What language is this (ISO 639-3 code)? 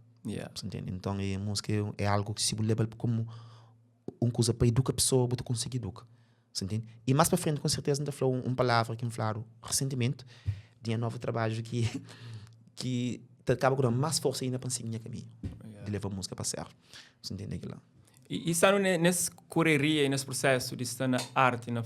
kea